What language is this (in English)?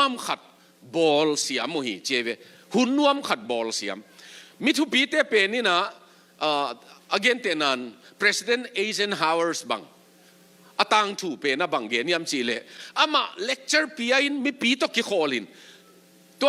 Tedim Chin